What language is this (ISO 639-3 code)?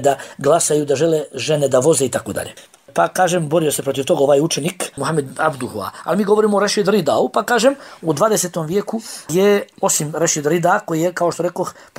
bos